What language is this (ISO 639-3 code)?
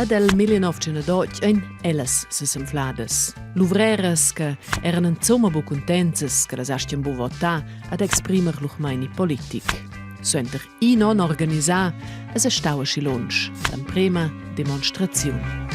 roh